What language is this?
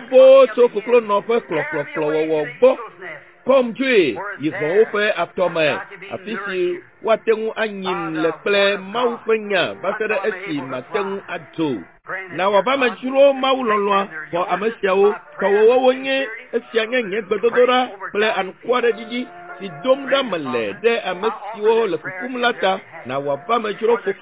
Ewe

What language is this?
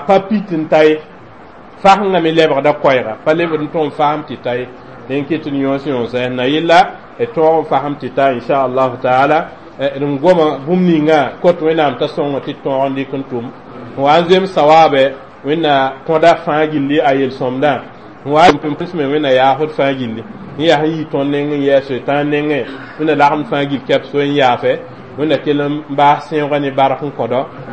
Mossi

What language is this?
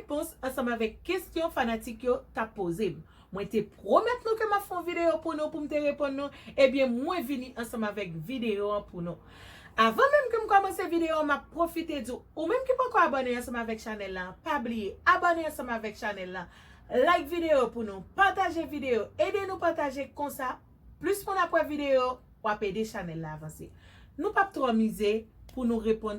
Haitian Creole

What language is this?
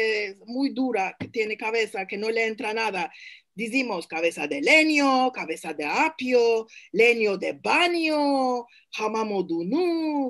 Ladino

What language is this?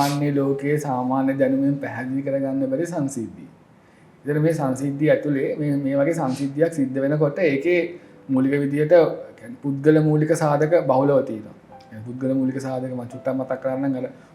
Sinhala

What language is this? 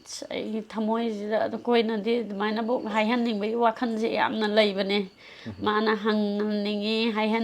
Manipuri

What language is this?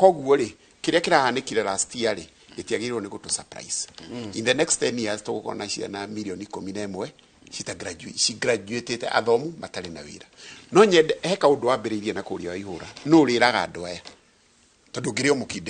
Kikuyu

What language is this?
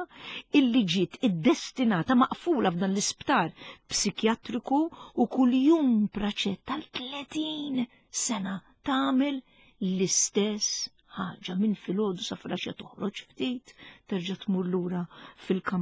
Maltese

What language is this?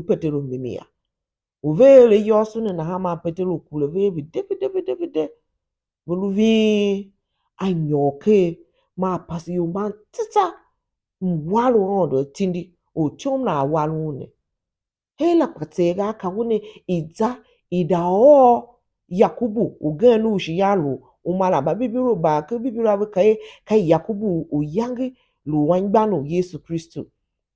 Tiv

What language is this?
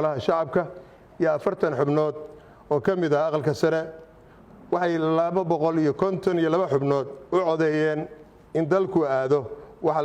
Somali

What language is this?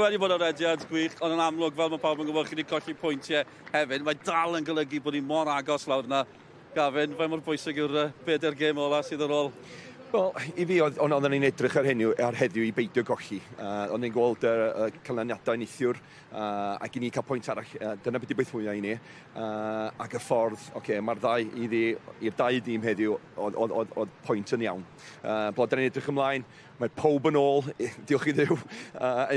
Welsh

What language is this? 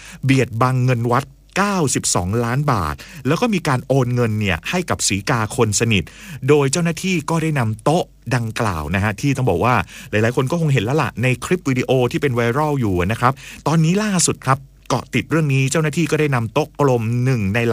Thai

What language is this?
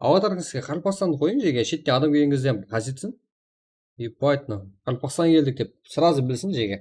Kara-Kalpak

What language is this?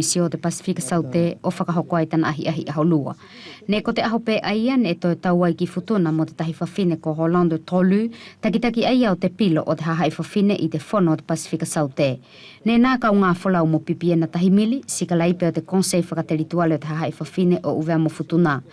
Wallisian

